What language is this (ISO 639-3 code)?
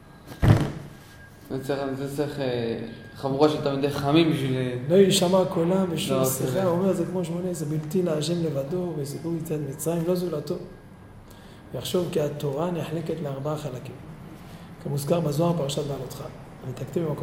heb